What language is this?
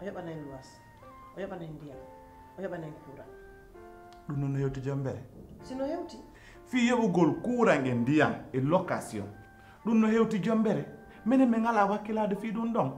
Pular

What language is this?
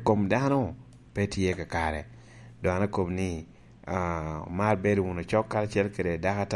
Lango (Uganda)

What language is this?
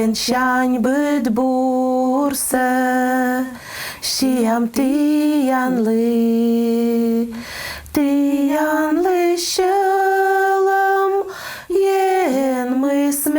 Komi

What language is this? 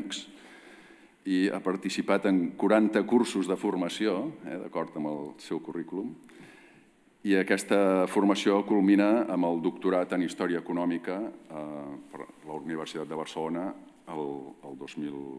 Catalan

